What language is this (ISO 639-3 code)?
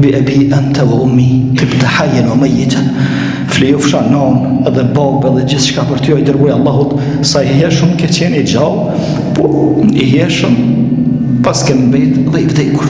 sqi